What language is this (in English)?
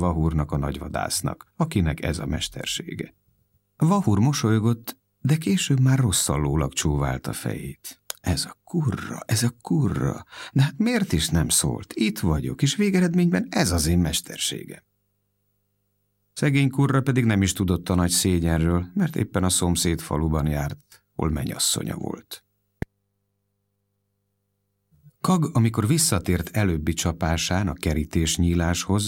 Hungarian